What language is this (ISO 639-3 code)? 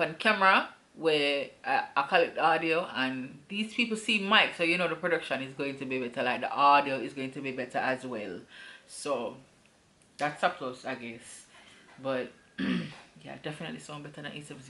jam